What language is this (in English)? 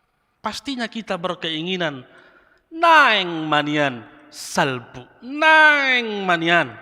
Batak Toba